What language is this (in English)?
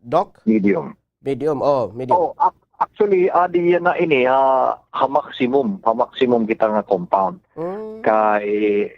Waray